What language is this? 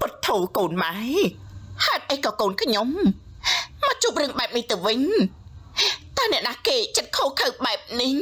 Khmer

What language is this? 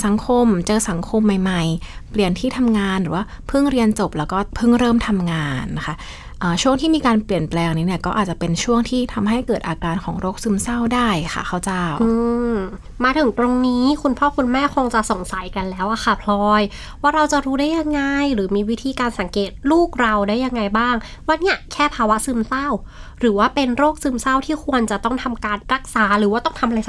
Thai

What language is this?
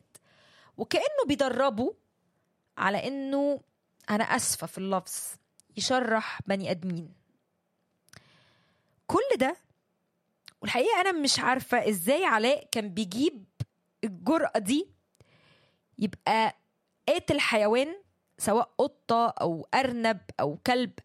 Egyptian Arabic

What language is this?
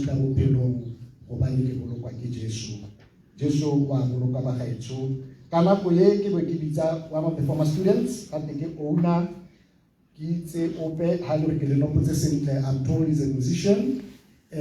Tswana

